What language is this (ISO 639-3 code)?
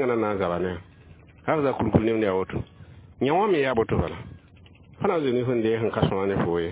mos